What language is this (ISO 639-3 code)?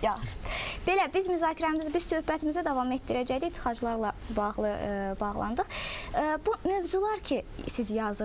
aze